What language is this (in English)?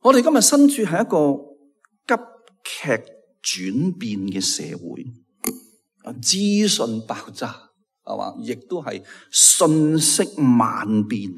Cantonese